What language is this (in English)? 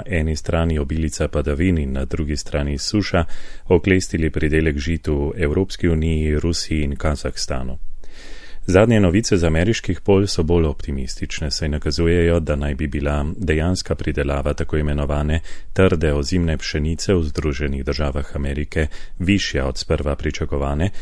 Slovenian